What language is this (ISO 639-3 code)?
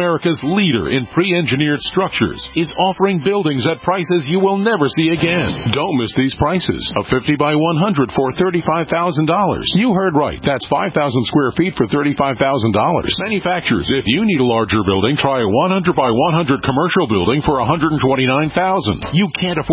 eng